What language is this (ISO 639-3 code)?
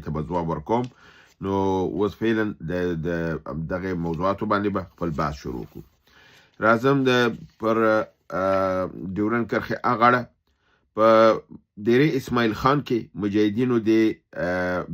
pus